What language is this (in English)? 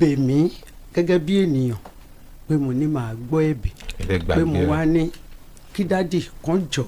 Yoruba